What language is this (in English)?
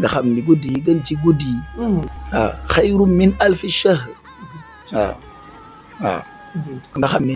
Wolof